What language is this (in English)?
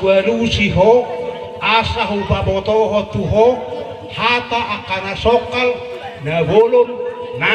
Batak Toba